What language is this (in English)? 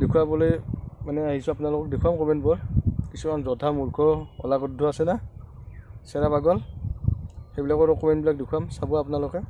Assamese